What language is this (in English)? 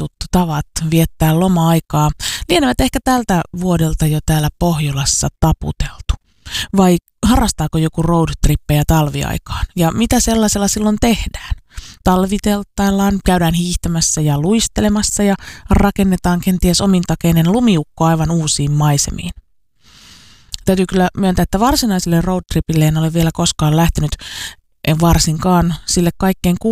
Finnish